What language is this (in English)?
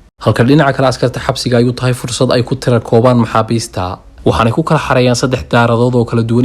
Somali